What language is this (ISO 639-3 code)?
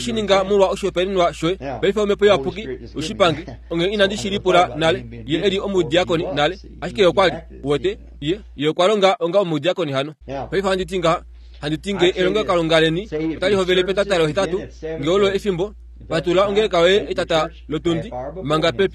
kua